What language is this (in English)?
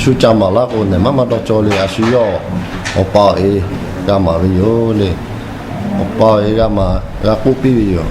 Lahu